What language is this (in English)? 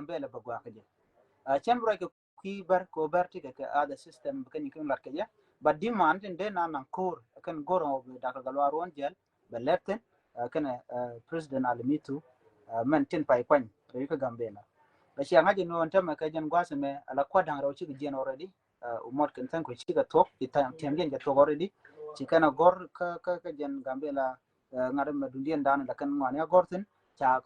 Nuer